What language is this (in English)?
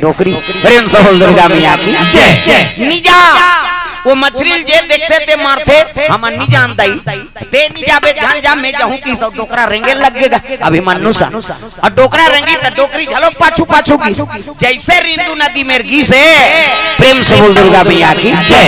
Chhattisgarhi